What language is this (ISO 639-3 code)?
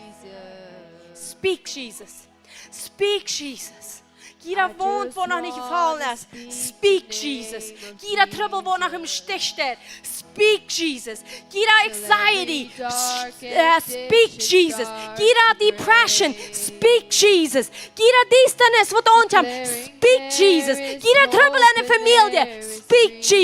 pdt